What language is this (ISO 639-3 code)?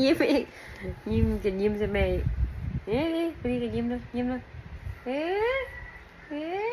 tts